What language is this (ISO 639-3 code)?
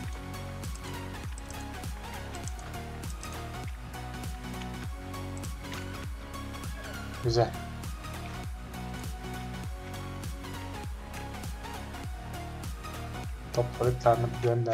tur